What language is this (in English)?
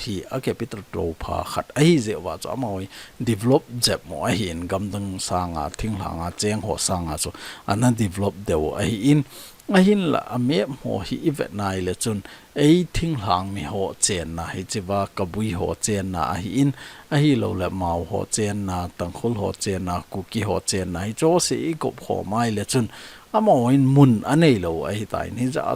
Thado Chin